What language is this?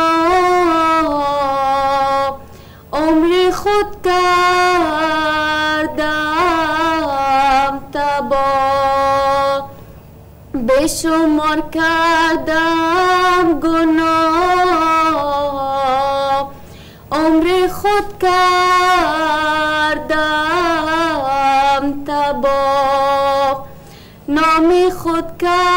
Persian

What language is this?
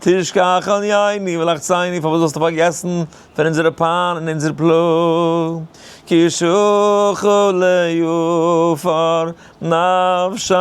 Yiddish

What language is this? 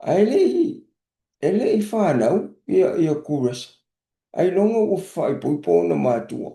Samoan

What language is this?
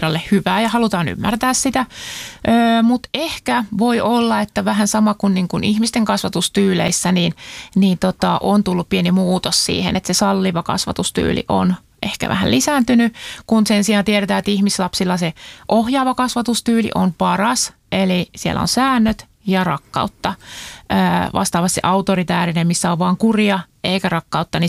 Finnish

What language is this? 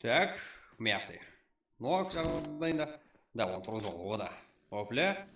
Kara-Kalpak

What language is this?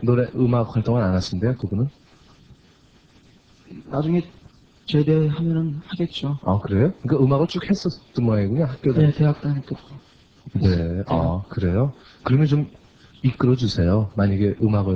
Korean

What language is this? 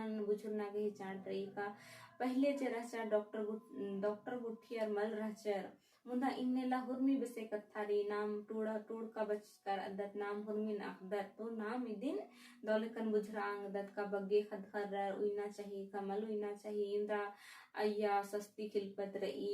Kurukh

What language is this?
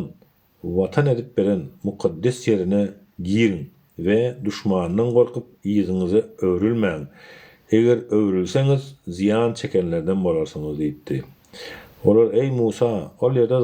Turkmen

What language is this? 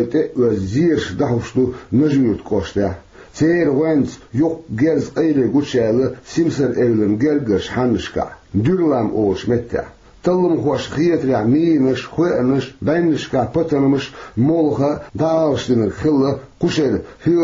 Chechen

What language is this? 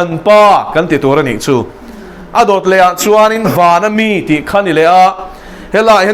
Mizo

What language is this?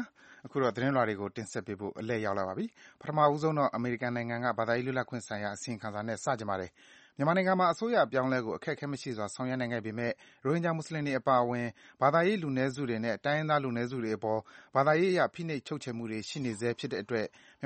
Burmese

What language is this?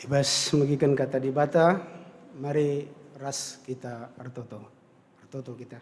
Batak Karo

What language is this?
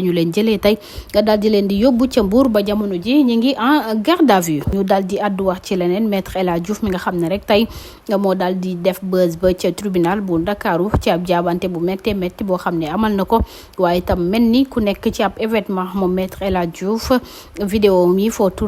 Wolof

